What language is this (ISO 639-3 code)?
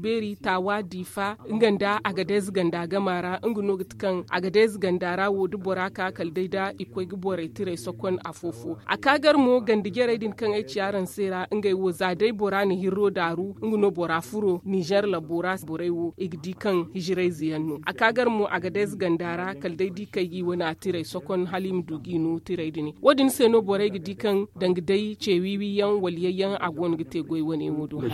dje